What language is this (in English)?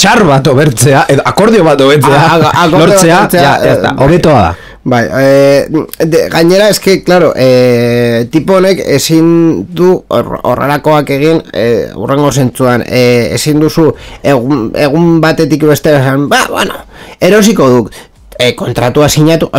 Basque